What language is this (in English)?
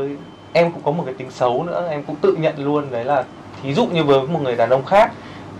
Vietnamese